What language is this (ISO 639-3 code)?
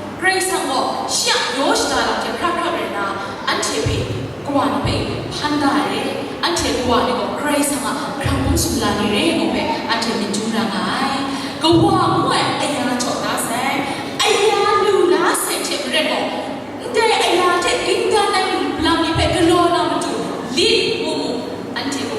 kac